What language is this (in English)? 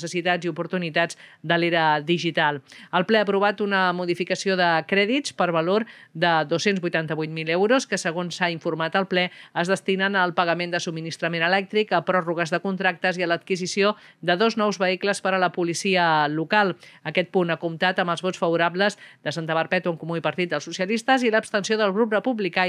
Catalan